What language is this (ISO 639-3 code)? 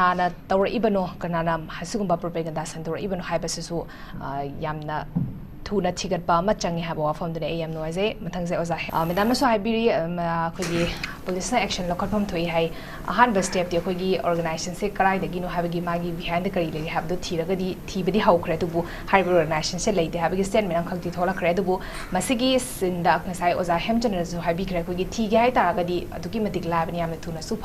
mni